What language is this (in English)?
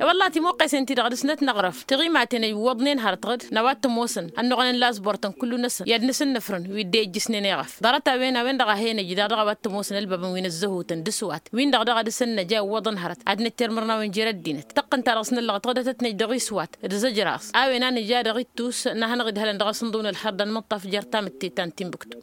Tamasheq